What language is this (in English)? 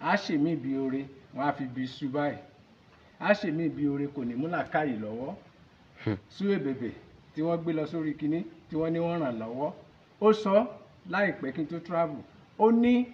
Yoruba